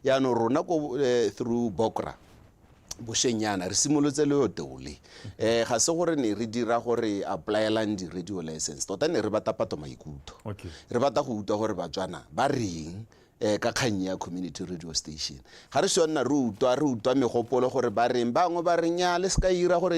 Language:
Tswana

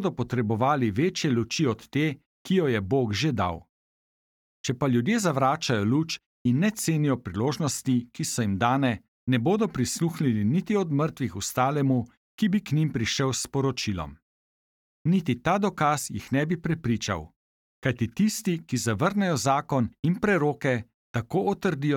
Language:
Slovenian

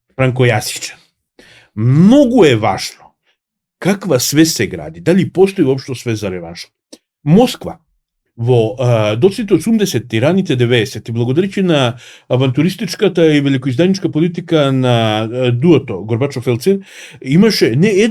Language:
Macedonian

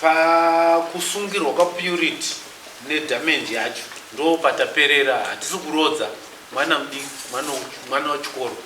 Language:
Shona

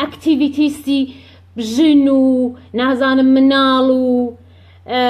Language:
Central Kurdish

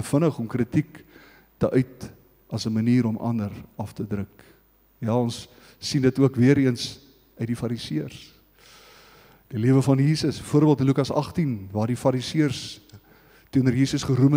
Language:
Afrikaans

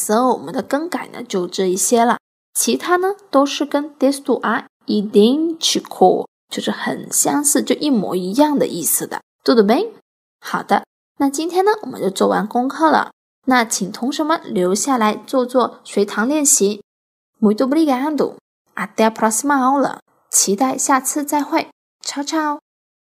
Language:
Chinese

